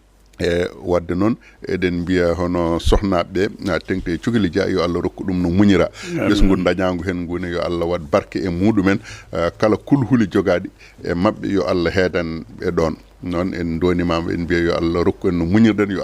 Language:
Fula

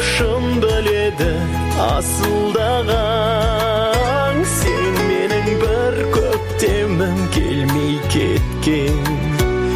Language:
Kazakh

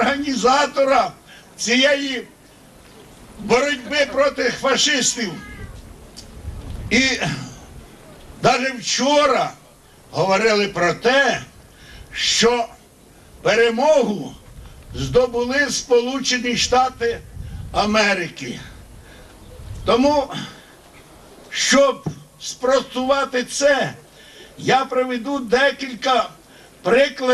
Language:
Ukrainian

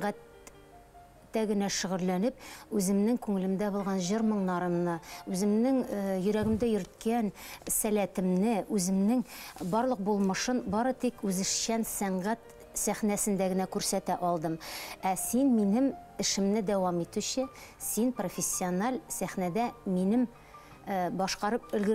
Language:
Bashkir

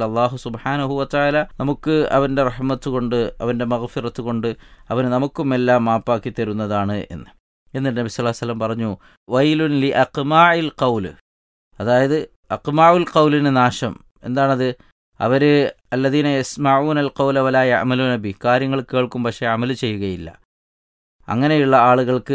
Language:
Malayalam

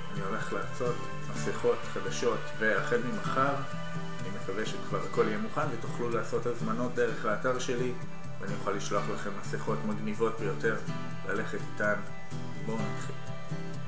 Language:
Hebrew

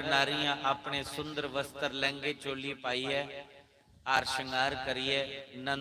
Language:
Dogri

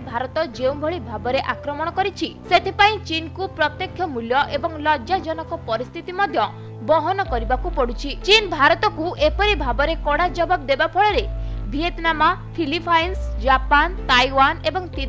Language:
Odia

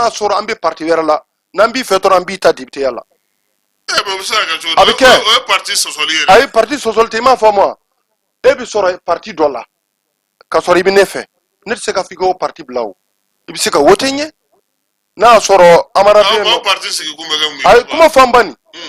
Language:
Bambara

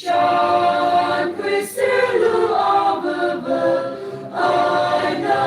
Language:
Tangkhul Naga (India)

